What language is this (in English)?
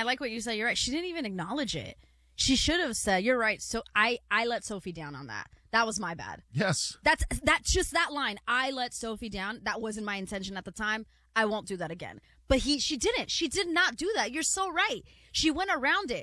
English